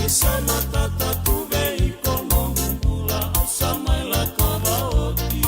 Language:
Fijian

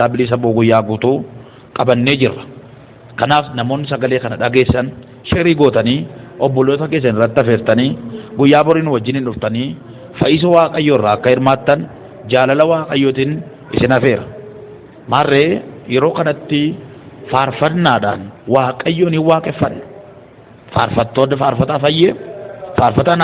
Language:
Oromo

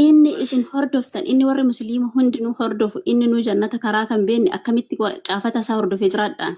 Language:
Oromo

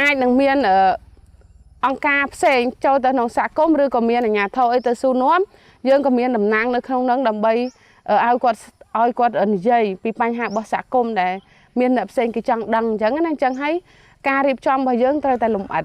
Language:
Khmer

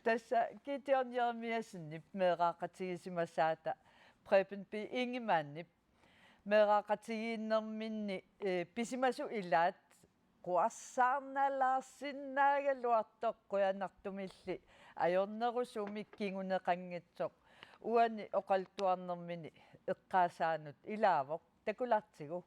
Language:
Kalaallisut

